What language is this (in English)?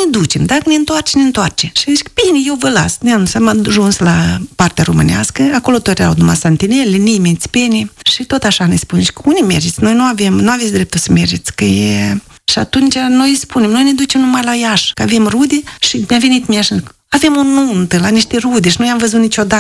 Romanian